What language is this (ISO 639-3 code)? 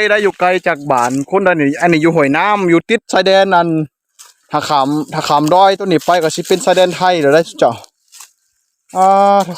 lao